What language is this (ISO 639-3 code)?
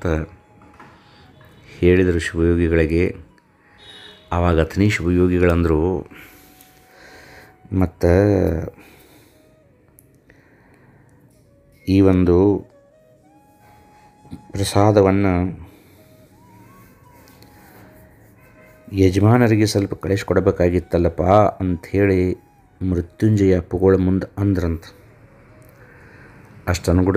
kan